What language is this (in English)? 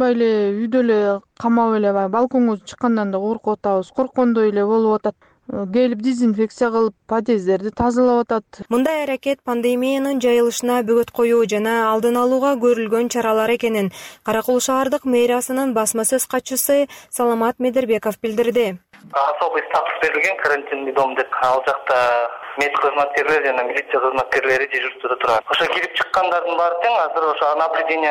Kyrgyz